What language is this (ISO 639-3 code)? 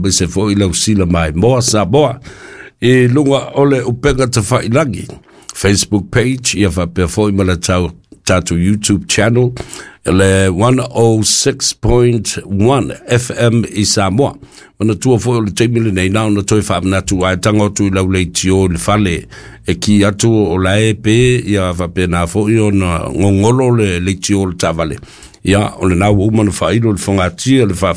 smo